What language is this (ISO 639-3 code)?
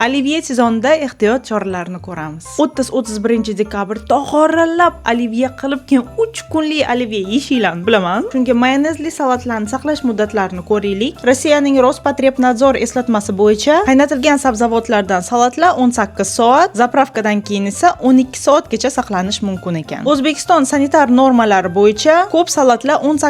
uzb